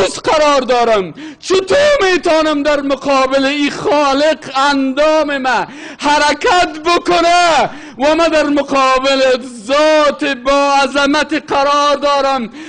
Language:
Persian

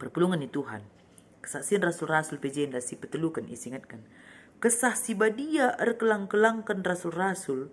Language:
Batak Karo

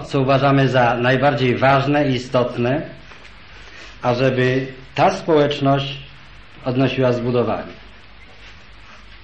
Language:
Polish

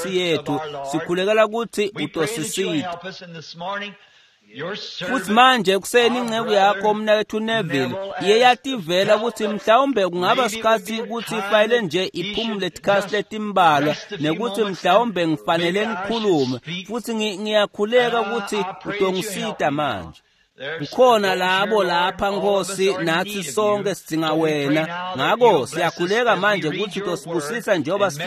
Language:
Swati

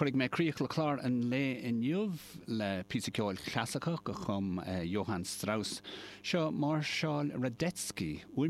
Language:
Irish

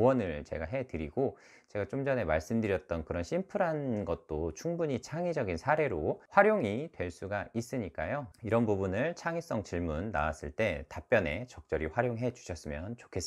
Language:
Korean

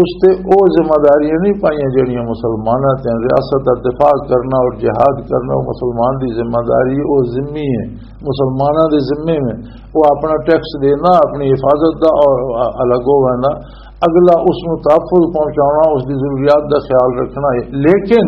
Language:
Western Panjabi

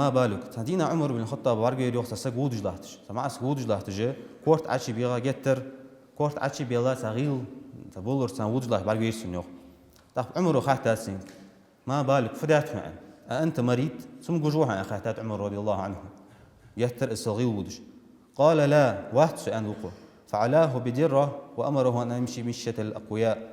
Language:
Ingush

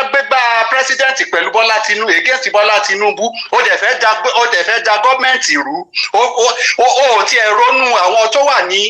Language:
Yoruba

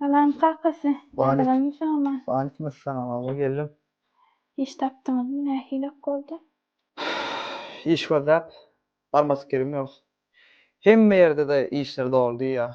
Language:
Turkmen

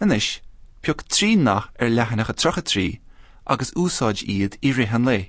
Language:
Irish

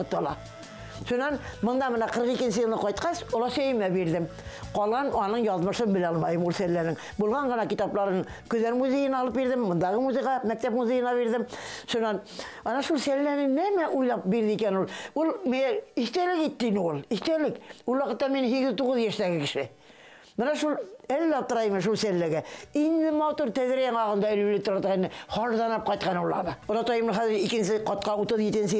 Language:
Bashkir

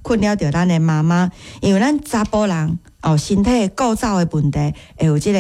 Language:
Min Nan Chinese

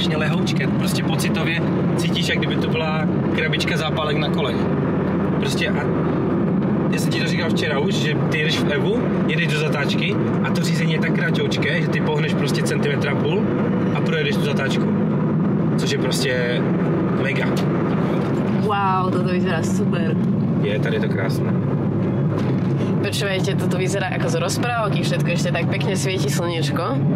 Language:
Czech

